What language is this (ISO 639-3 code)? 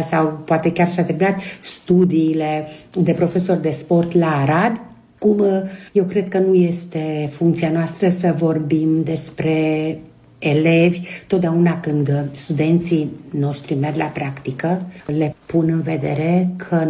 ron